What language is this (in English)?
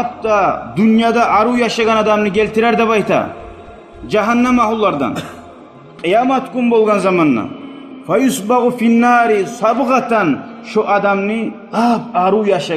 Kumyk